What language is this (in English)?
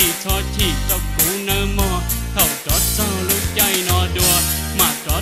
Hmong